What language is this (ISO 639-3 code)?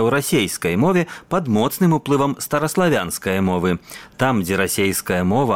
bel